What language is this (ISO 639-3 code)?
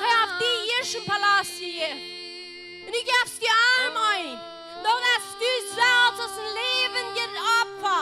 pdt